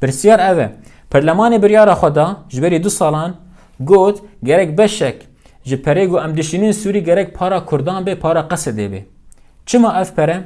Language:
Kurdish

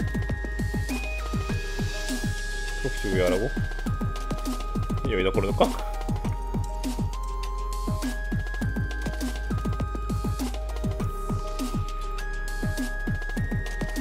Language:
Korean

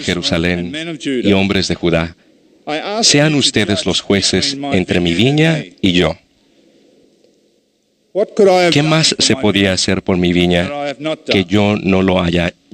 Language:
Spanish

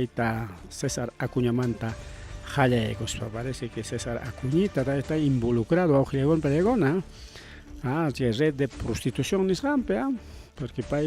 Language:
Ayacucho Quechua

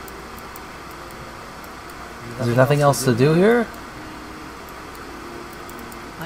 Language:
English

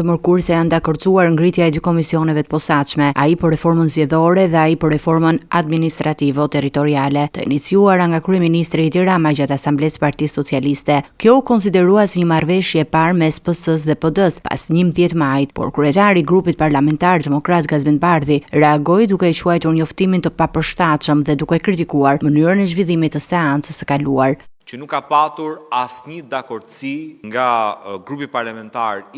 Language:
Albanian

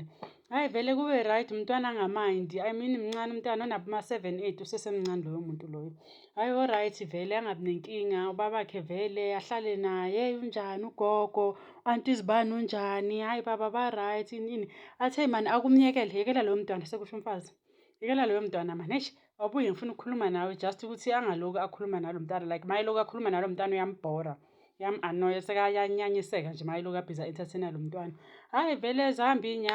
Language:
Zulu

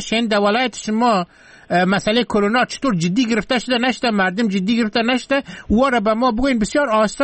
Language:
Persian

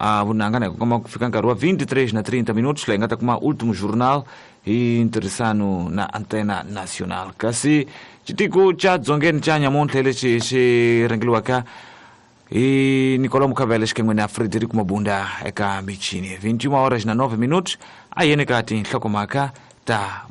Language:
Tsonga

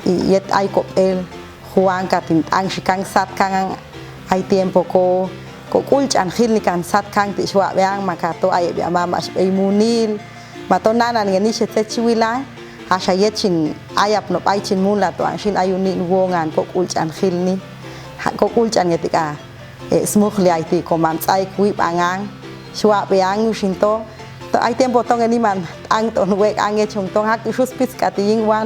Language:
Popti'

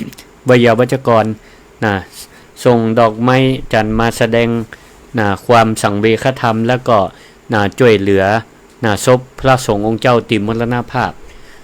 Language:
Northern Thai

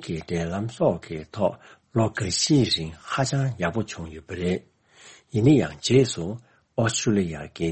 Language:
Tibetan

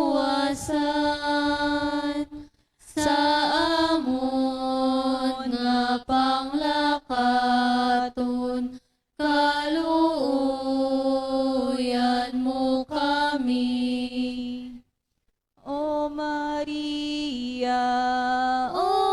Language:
Hiligaynon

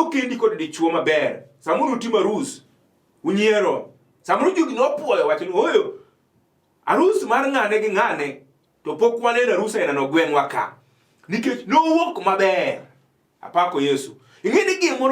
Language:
Luo (Kenya and Tanzania)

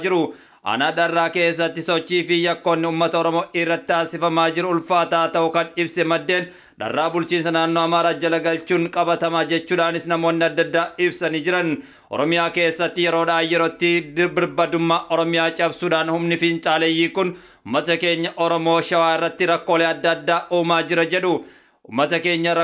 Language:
Oromo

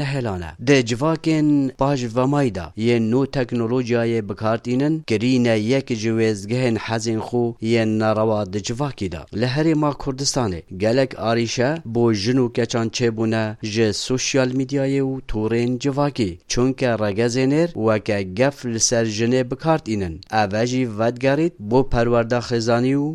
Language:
Kurdish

